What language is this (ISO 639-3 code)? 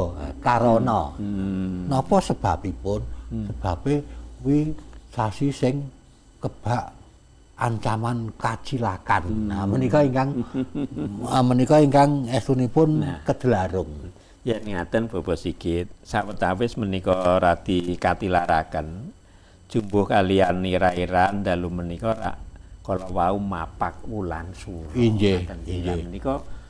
jav